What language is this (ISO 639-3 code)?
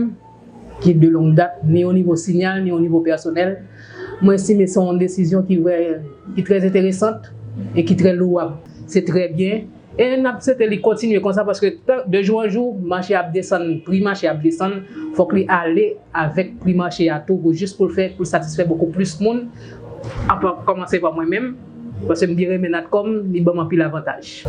hat